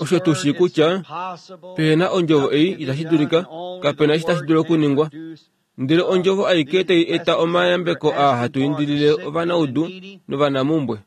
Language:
Kuanyama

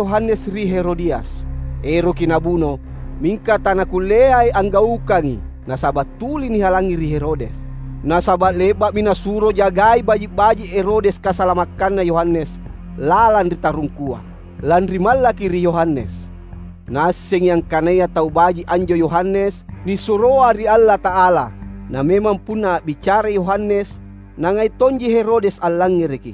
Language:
Makasar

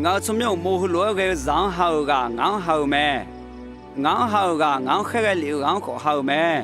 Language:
Akha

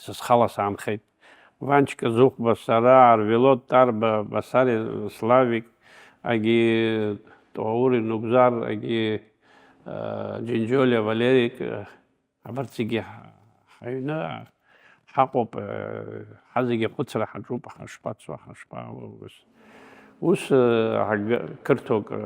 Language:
Abkhazian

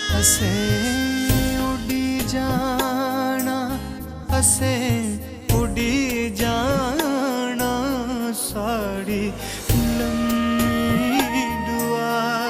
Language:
Dogri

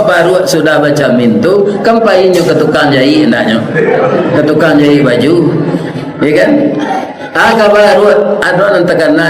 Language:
Minangkabau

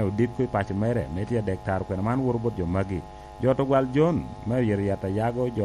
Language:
Lango (Uganda)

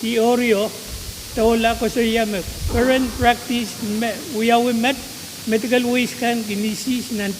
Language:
Pohnpeian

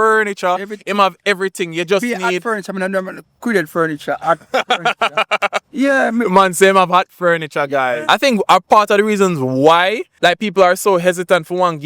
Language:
Jamaican Creole English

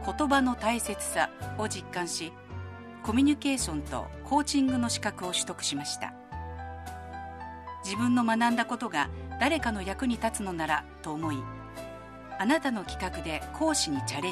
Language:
Japanese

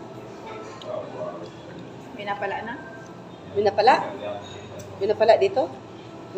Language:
Filipino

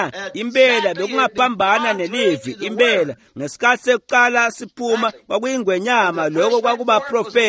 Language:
Swati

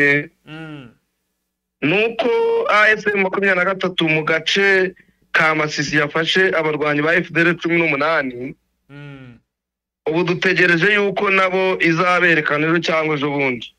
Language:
Kinyarwanda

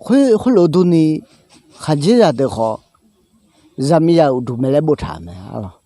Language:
Akha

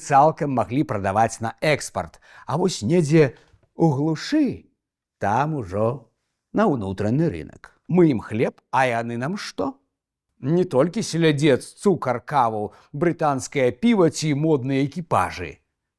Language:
Belarusian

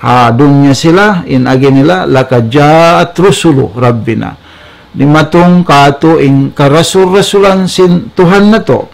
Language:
Tausug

